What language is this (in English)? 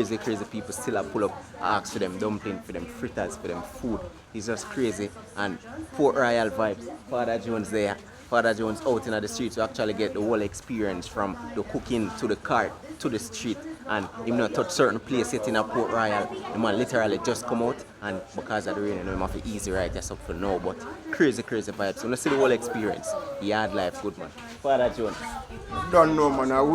Jamaican Creole English